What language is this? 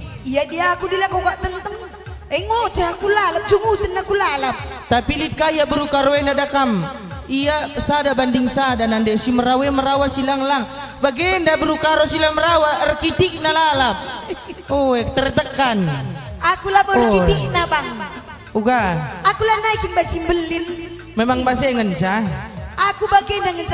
Batak Karo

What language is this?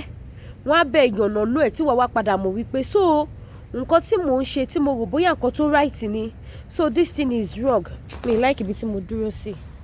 Yoruba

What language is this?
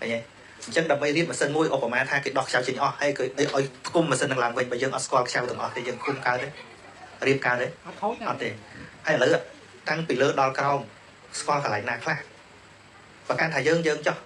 Khmer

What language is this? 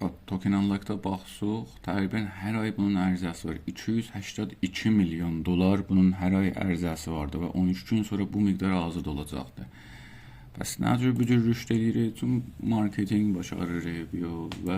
South Azerbaijani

